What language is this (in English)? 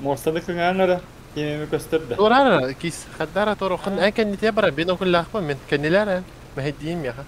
Yakut